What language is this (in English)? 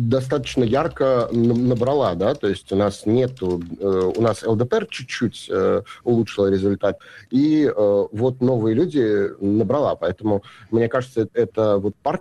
Russian